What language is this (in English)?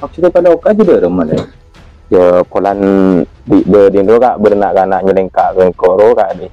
Madurese